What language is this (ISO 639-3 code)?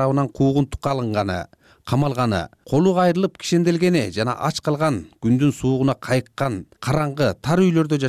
kir